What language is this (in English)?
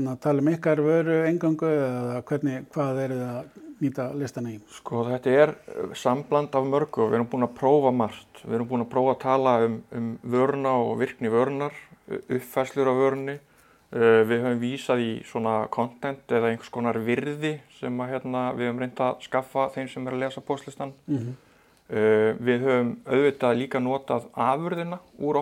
Icelandic